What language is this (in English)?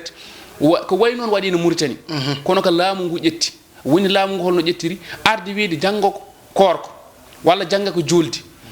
Fula